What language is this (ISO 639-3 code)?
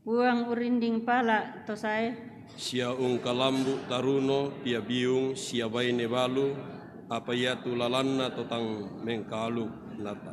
sda